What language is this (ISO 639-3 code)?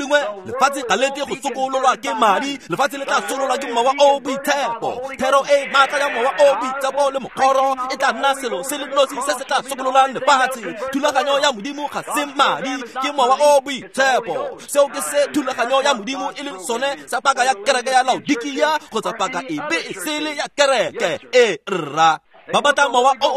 tsn